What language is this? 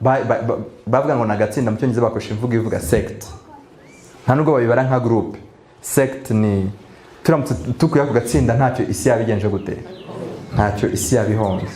Kinyarwanda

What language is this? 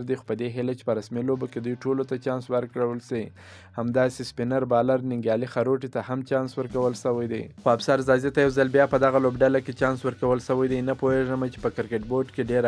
Pashto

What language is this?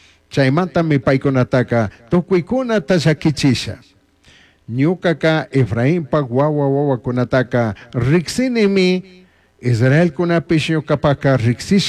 Chimborazo Highland Quichua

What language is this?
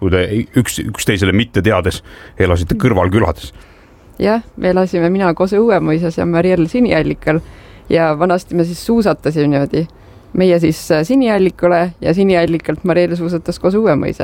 Estonian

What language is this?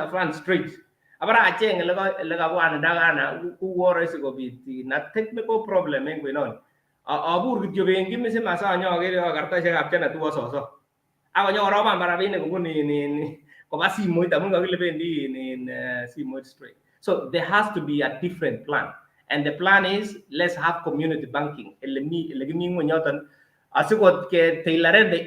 Kalenjin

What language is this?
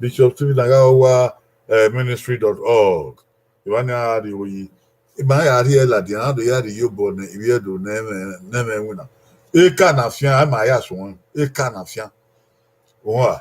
Bini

